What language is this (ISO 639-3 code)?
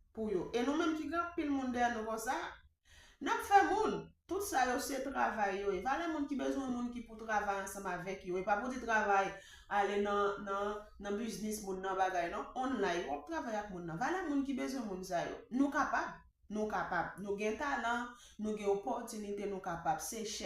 hat